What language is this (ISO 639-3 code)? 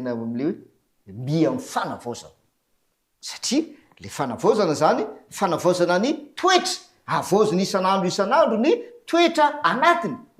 mlg